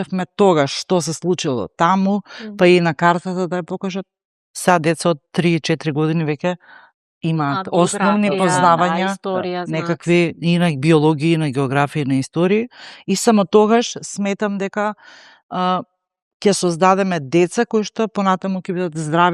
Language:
Macedonian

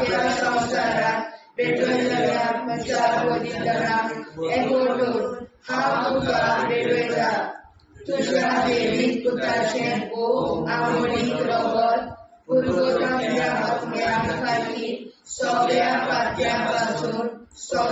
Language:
Konkani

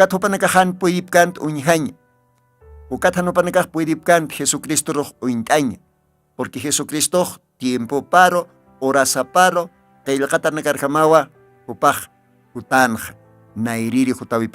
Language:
Aymara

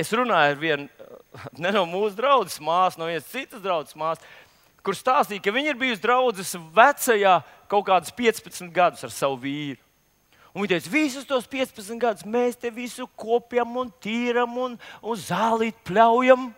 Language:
Latvian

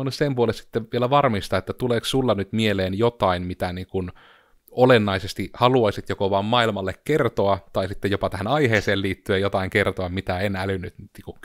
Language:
Finnish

